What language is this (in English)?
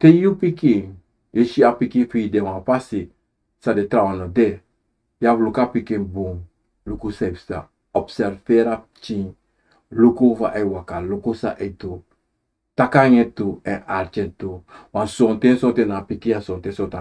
Sranan Tongo